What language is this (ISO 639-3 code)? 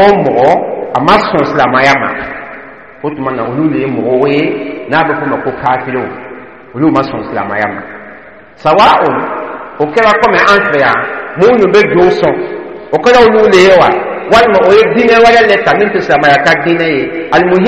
dyu